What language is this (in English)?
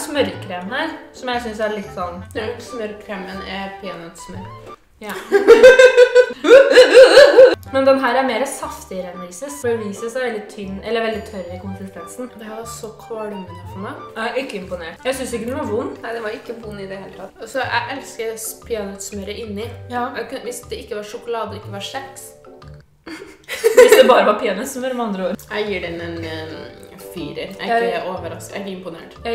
Norwegian